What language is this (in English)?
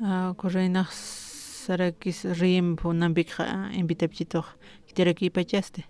Aymara